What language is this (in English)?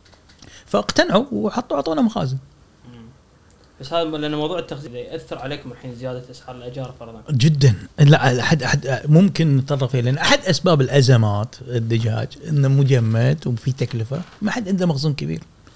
Gulf Arabic